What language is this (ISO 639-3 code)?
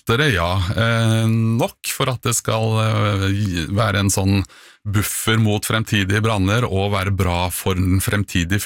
nor